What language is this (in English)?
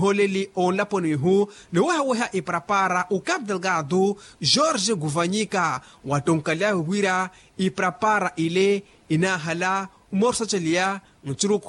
Makhuwa